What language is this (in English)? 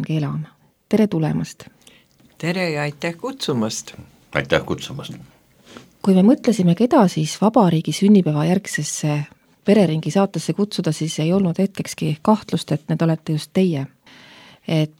Estonian